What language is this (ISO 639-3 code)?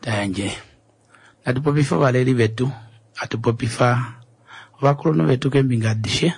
kua